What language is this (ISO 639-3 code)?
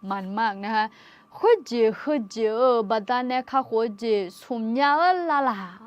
ahk